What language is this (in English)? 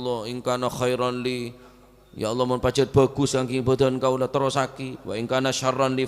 Madurese